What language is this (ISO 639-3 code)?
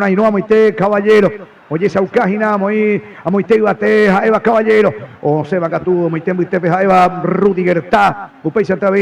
grn